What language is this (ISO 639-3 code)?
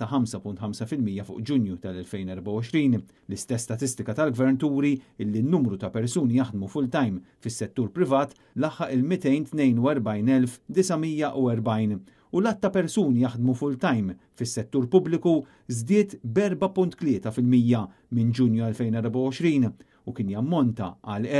mlt